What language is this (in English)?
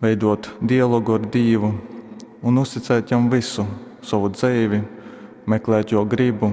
Latgalian